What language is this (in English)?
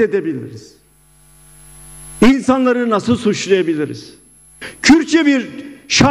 Turkish